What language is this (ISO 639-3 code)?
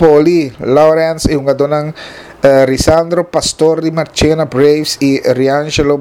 pap